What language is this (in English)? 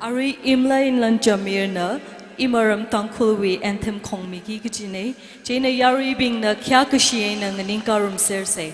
Tangkhul Naga (India)